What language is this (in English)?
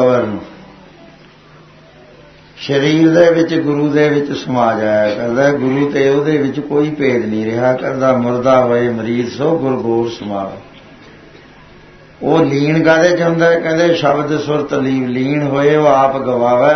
Punjabi